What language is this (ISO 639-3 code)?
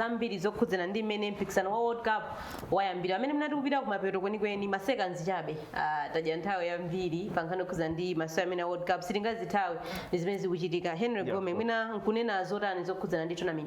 nya